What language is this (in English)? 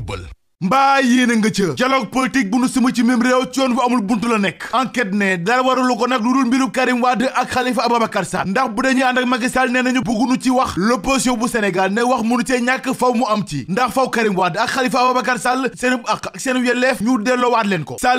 Wolof